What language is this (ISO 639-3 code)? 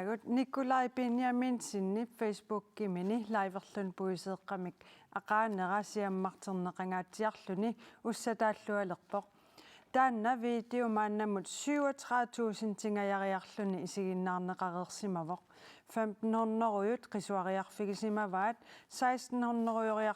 kal